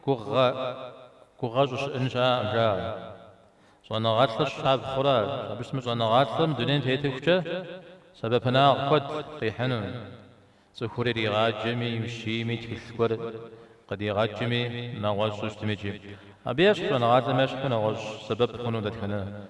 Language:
Kabardian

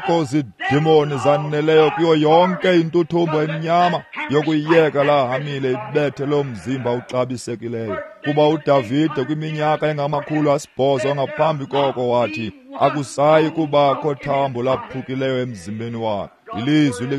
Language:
Xhosa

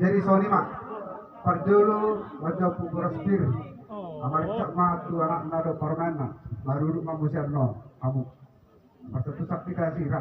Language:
Batak Toba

